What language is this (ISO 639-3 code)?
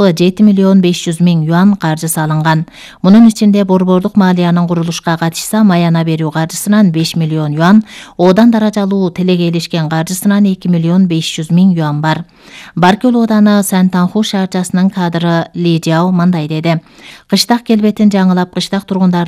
kir